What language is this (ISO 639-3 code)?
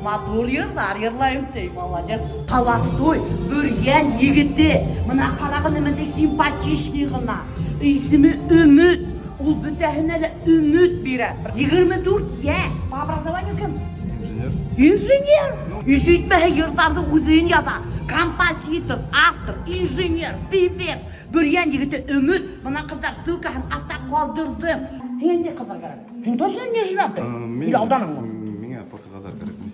bak